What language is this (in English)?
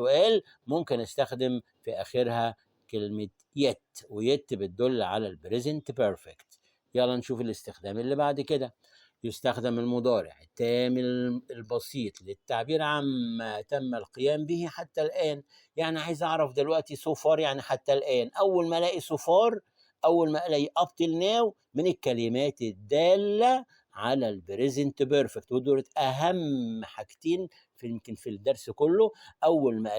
Egyptian Arabic